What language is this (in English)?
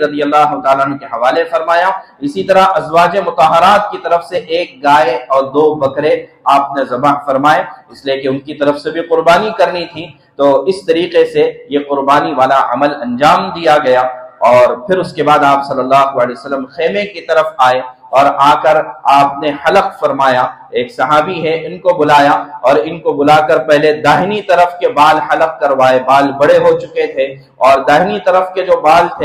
Urdu